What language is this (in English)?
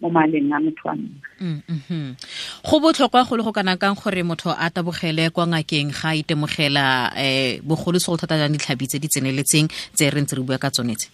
Tswana